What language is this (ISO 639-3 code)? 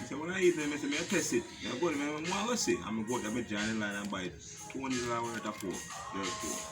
jam